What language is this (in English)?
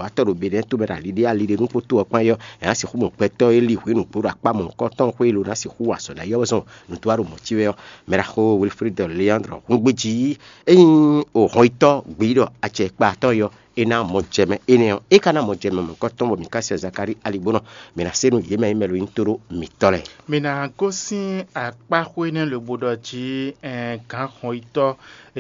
Fon